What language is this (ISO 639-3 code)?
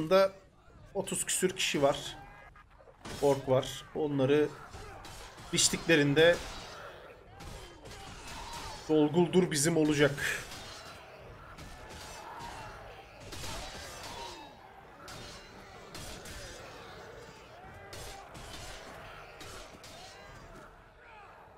tur